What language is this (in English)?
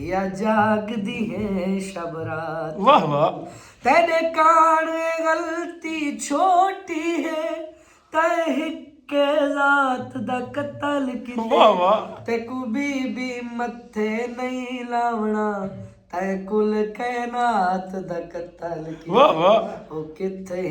Saraiki